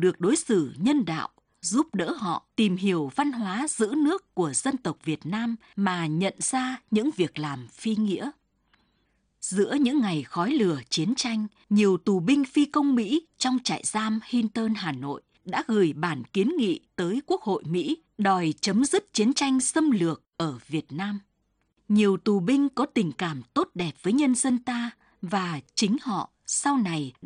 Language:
Vietnamese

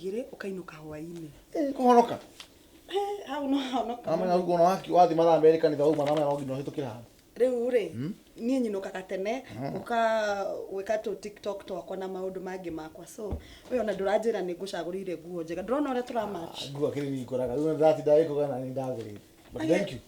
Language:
Kikuyu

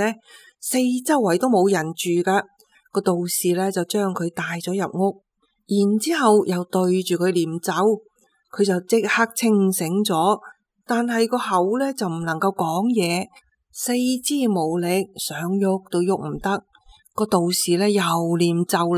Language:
Cantonese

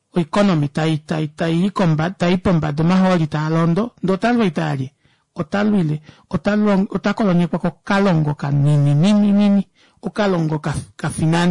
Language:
Kuanyama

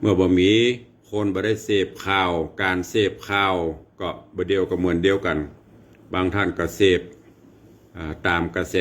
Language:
Northern Thai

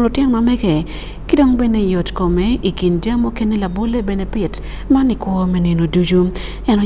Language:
Acoli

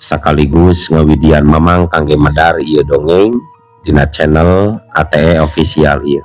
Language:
Sundanese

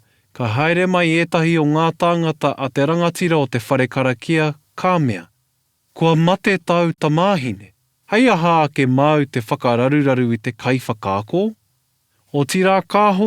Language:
Māori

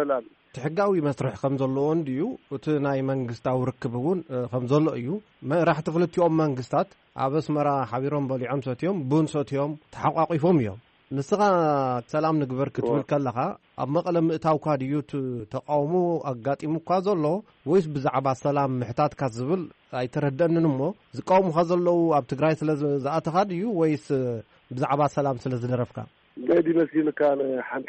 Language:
Tigrinya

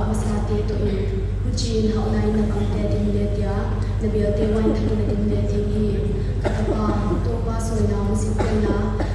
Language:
Paite Chin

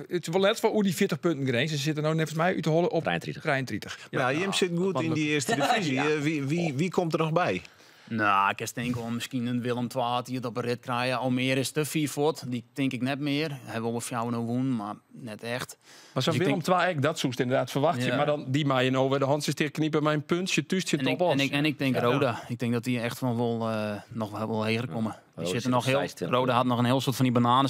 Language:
Western Frisian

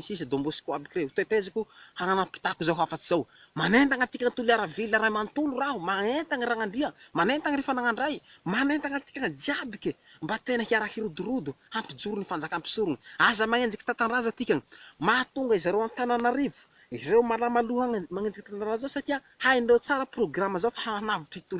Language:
Malagasy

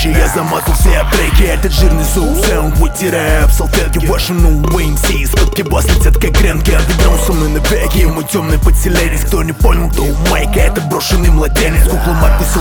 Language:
Russian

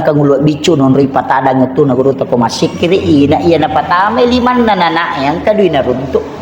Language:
Buginese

